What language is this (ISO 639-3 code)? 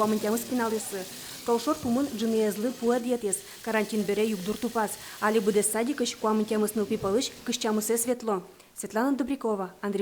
udm